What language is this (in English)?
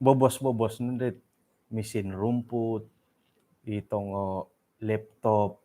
Central Dusun